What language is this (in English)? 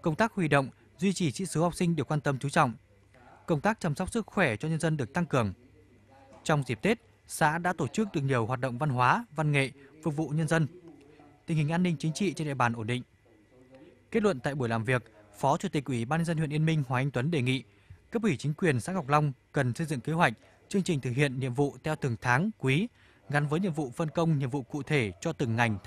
Vietnamese